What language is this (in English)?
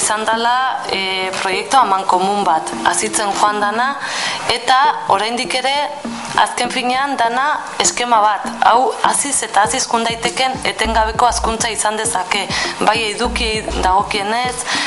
Basque